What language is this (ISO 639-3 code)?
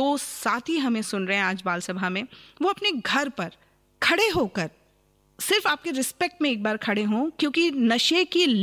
hin